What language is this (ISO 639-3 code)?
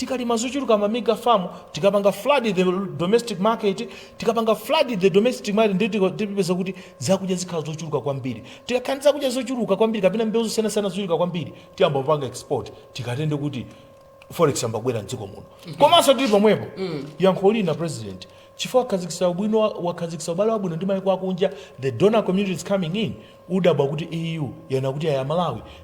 nya